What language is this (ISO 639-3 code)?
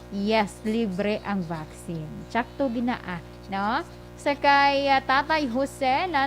hil